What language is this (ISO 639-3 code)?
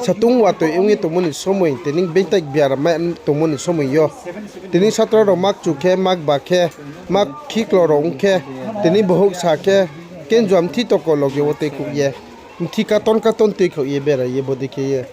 ria